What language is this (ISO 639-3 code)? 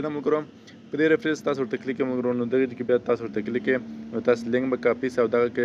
pus